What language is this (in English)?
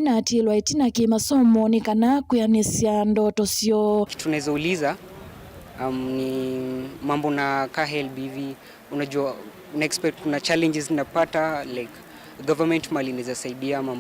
Kamba